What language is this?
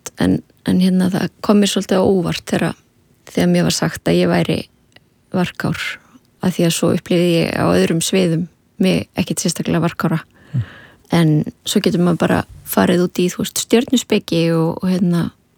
Icelandic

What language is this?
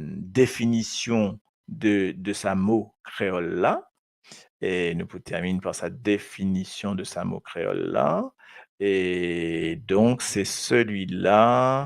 Morisyen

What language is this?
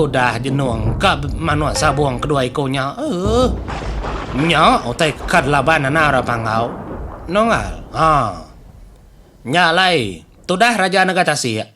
Iban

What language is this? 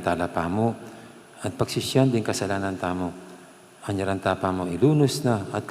Pampanga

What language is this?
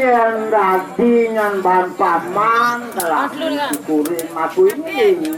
Balinese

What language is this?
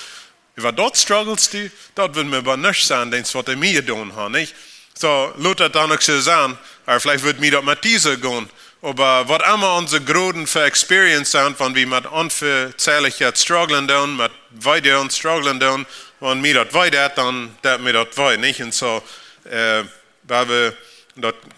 Plautdietsch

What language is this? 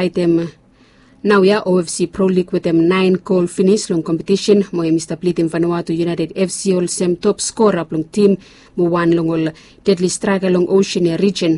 Bislama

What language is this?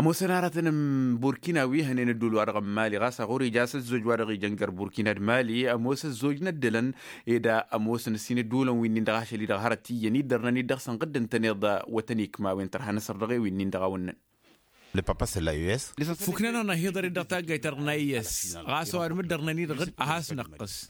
Tamasheq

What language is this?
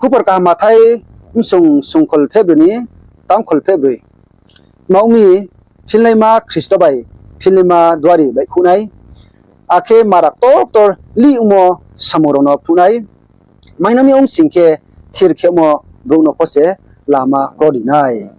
Riang (India)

